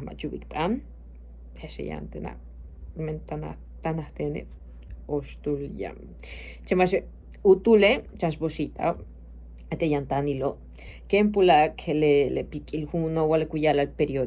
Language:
Yucateco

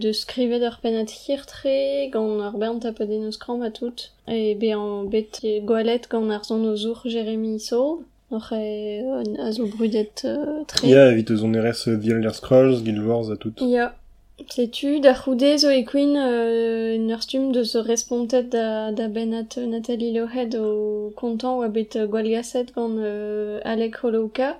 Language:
Breton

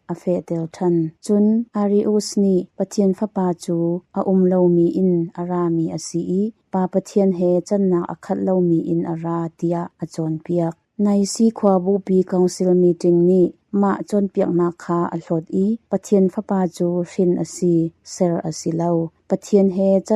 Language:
Hakha Chin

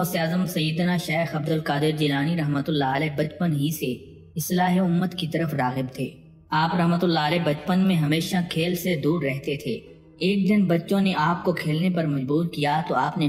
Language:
Urdu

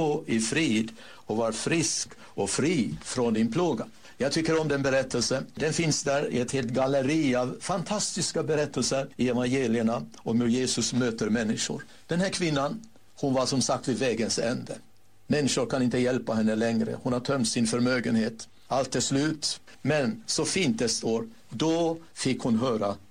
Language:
Swedish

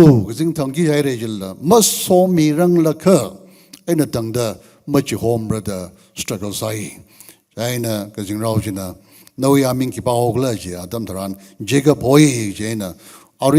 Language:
Tangkhul Naga (India)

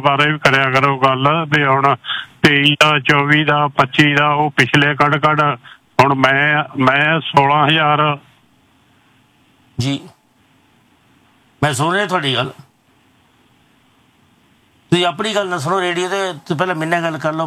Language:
Punjabi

